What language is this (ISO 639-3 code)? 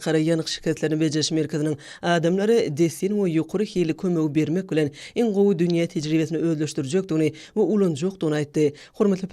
tuk